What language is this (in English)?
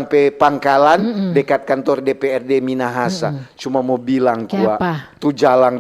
Manado Malay